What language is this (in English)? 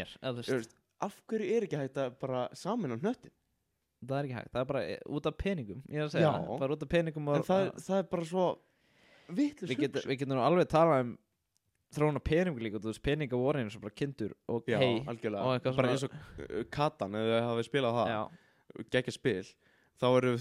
Icelandic